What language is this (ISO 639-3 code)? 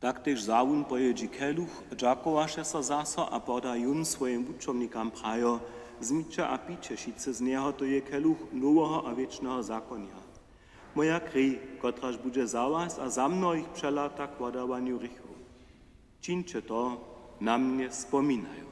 hsb